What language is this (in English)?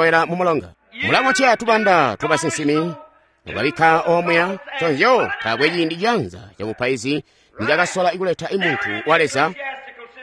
Tonga (Zambia)